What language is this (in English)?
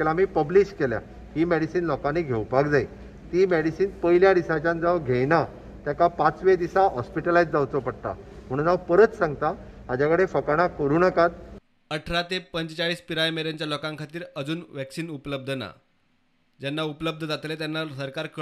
Konkani